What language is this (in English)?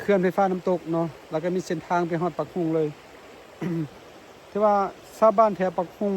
Lao